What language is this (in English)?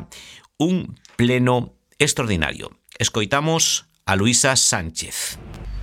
Galician